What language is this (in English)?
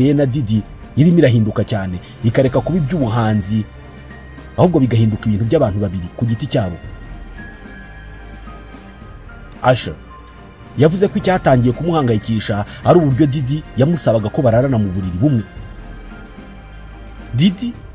Kinyarwanda